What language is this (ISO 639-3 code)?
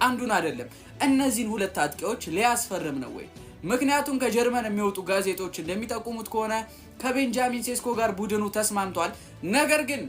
amh